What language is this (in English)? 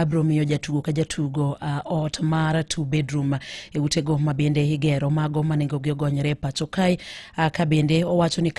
Luo (Kenya and Tanzania)